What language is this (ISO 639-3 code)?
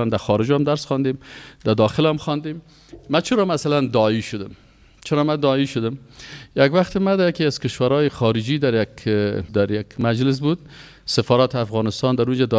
fas